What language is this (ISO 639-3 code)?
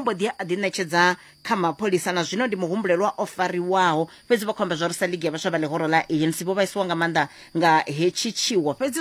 ven